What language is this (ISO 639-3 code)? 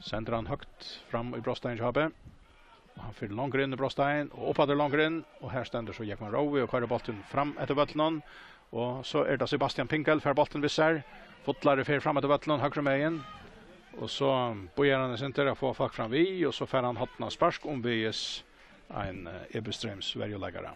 fao